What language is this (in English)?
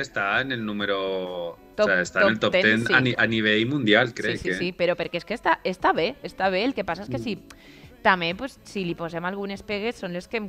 Catalan